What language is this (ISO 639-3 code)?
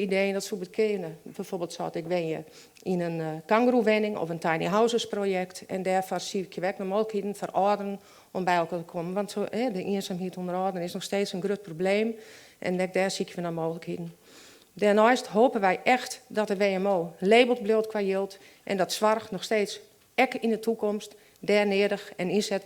fry